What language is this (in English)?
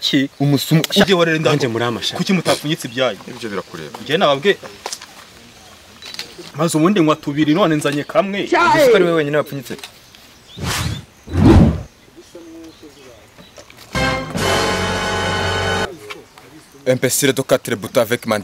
Kinyarwanda